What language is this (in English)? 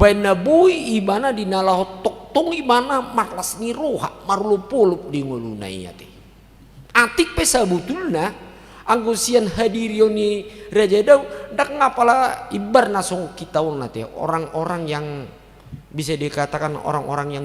Batak Toba